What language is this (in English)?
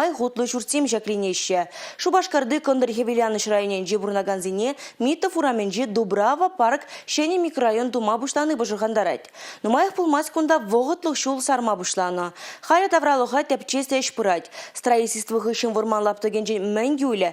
Chuvash